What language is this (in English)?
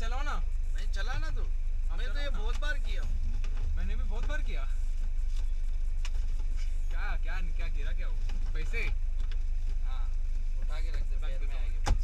Hindi